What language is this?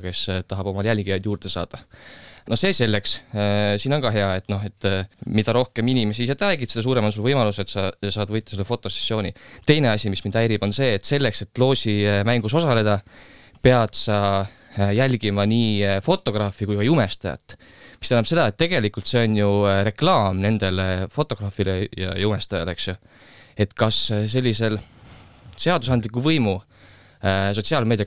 Estonian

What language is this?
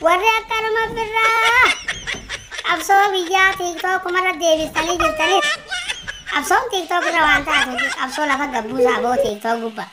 Oromo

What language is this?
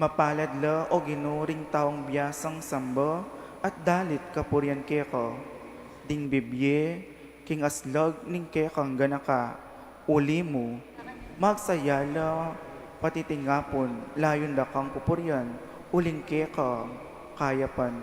Pampanga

